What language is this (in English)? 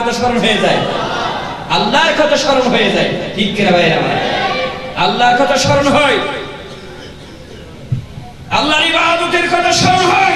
Bangla